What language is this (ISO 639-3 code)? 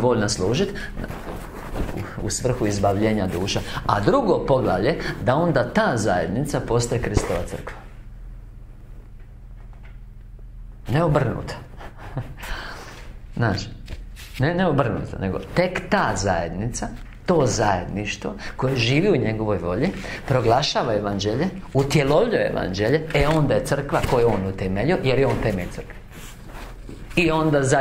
hrv